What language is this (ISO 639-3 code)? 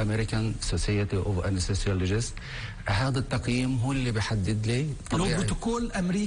apc